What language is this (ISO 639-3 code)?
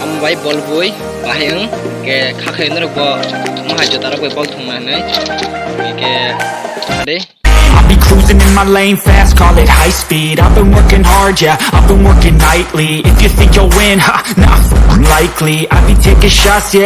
trp